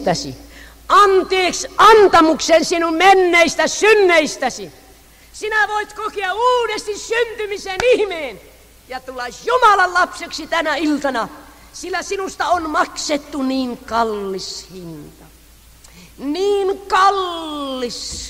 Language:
Finnish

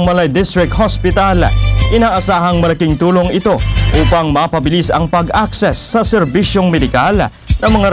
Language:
Filipino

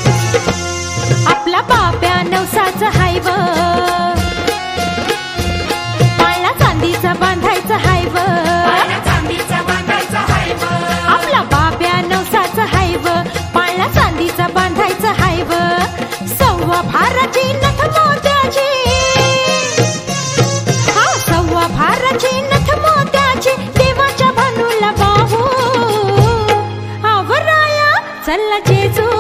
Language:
Marathi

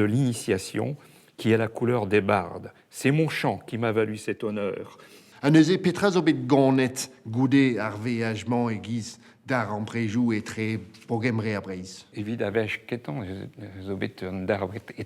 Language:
Breton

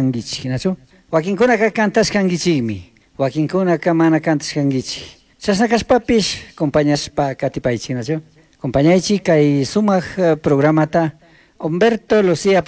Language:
Chimborazo Highland Quichua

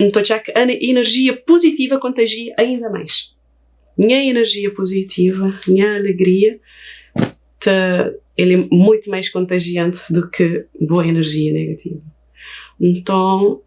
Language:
Kabuverdianu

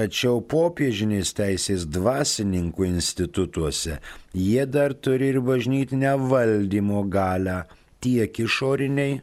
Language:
Lithuanian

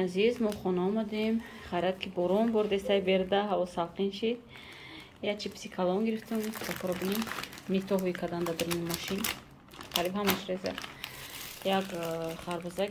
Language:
Tajik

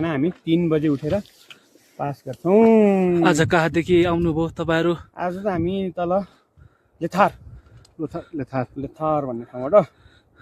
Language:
Nepali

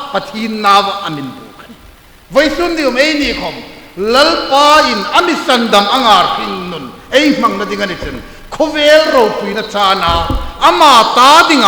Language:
Hmar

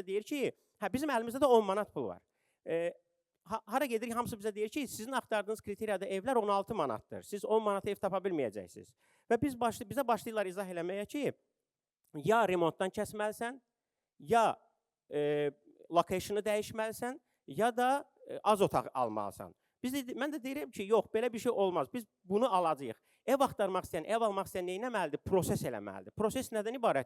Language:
Azerbaijani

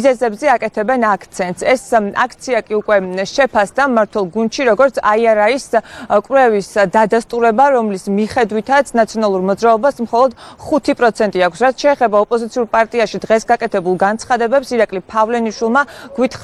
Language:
Georgian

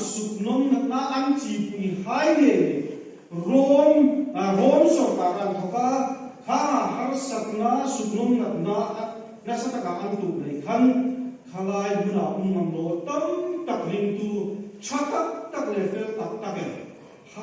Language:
Hmar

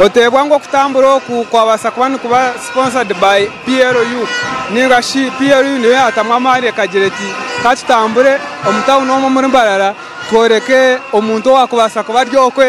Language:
Nyankole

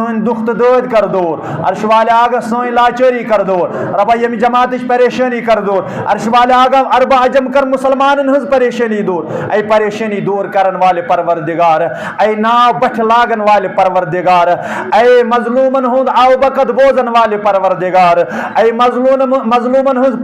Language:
Kashmiri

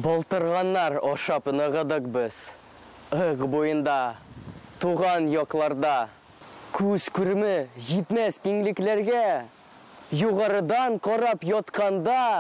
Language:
Tatar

